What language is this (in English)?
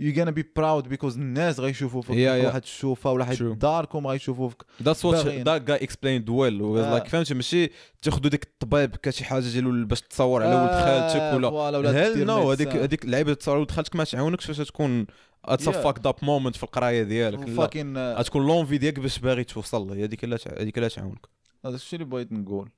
Moroccan Arabic